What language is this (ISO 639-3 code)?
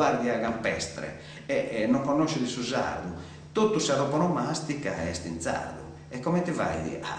srd